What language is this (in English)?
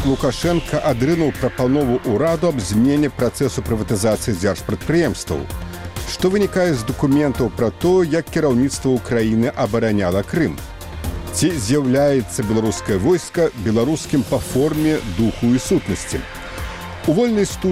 Belarusian